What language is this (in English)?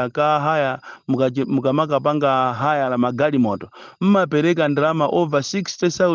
Nyanja